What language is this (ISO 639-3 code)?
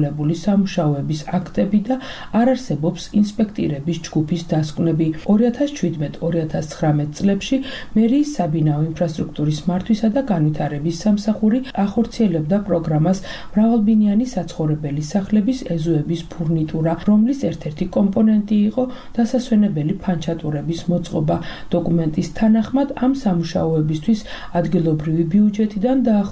kat